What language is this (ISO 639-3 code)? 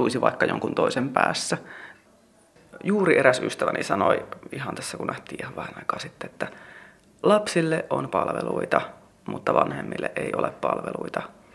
fin